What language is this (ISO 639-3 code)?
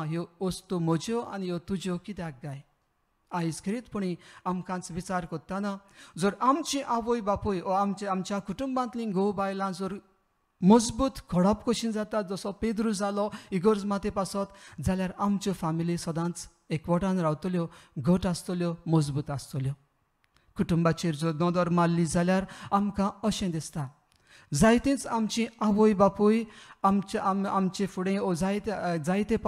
kok